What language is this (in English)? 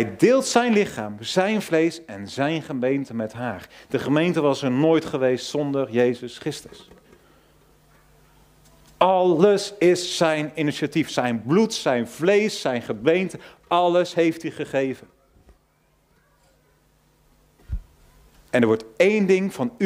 Dutch